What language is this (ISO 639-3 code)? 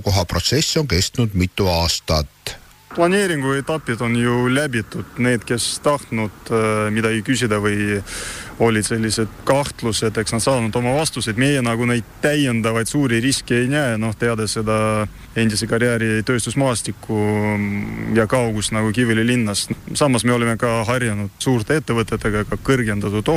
est